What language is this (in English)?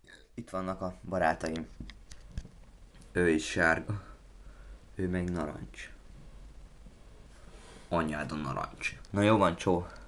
Hungarian